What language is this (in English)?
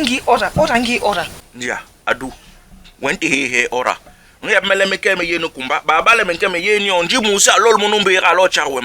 Basaa